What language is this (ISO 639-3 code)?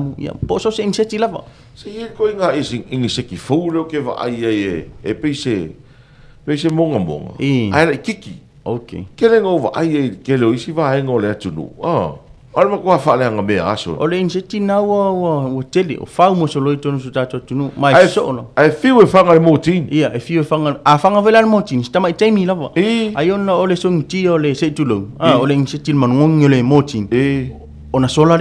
smo